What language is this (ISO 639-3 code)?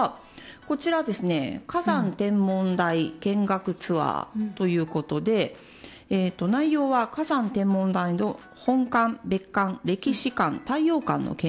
jpn